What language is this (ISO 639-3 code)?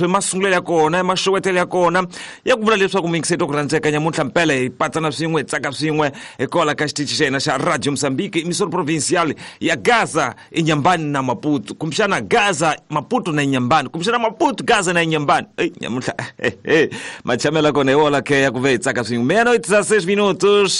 tso